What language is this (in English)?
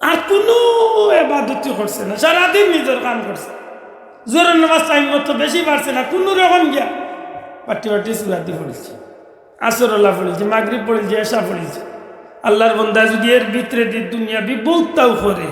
Sylheti